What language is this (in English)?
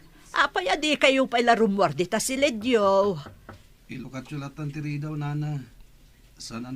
Iloko